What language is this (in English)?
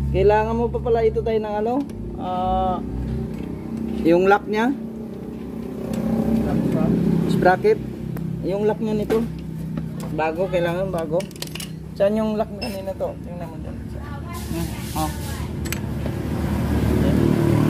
Filipino